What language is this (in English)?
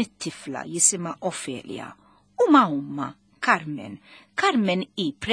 Maltese